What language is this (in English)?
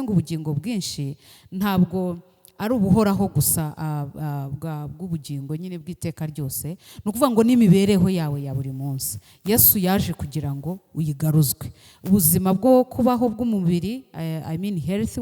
Kinyarwanda